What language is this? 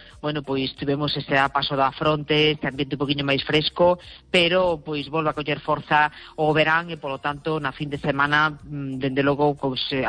Galician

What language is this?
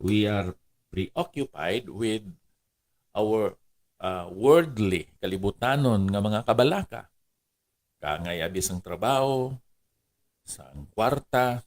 Hiligaynon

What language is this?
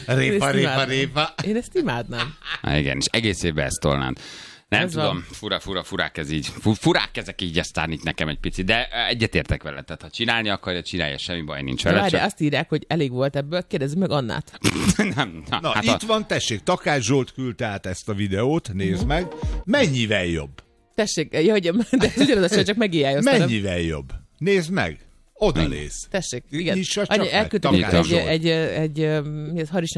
Hungarian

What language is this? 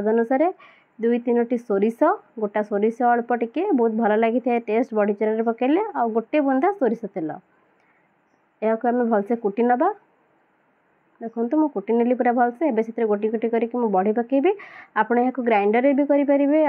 Odia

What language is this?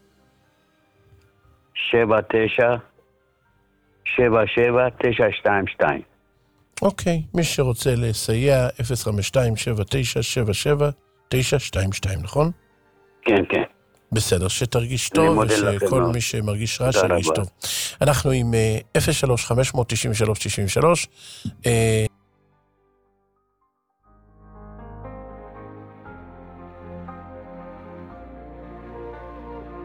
Hebrew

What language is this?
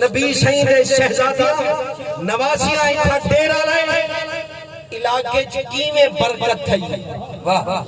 Saraiki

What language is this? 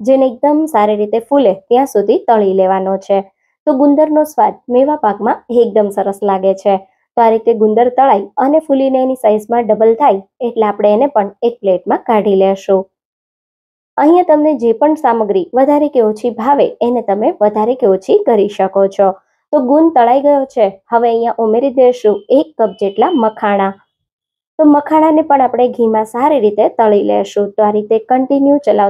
Gujarati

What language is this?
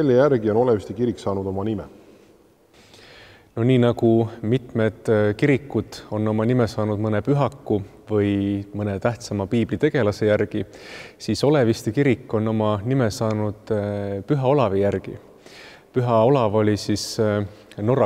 Estonian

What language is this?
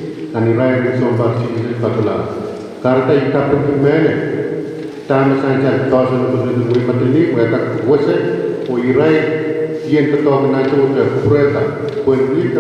Pohnpeian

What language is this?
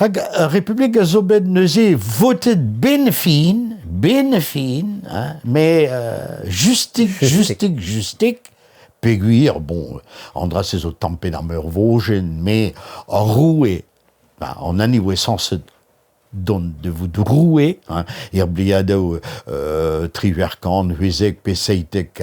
Breton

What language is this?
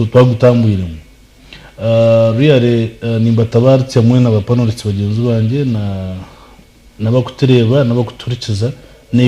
Nyankole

